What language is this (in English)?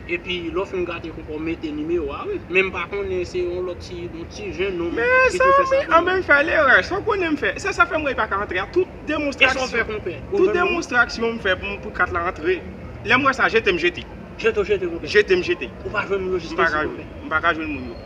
Haitian Creole